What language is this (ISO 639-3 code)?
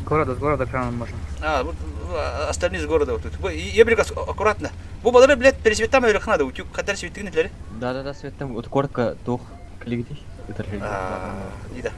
sah